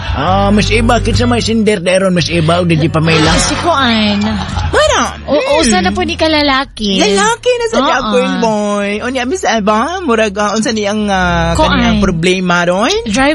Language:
Cebuano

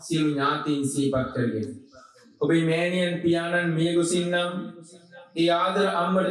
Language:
Sinhala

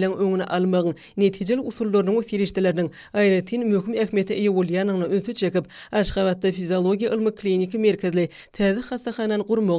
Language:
Turkmen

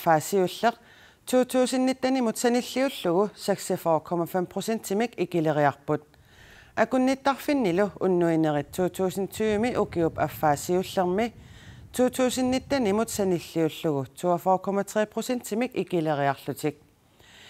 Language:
Kalaallisut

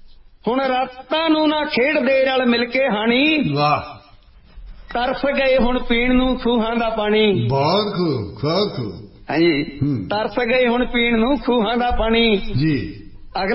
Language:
Punjabi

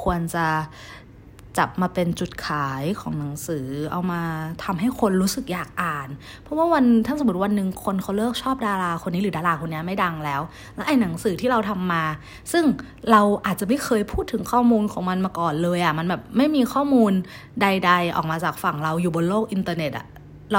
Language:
Thai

